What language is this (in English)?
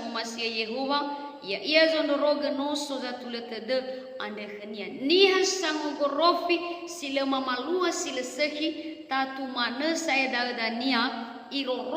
Nias